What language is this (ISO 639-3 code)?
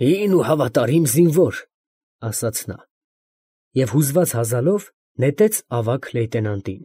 hye